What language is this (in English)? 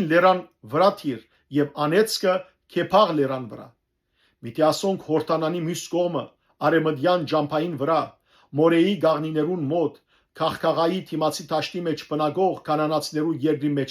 Western Armenian